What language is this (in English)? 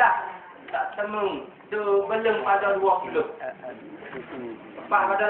Malay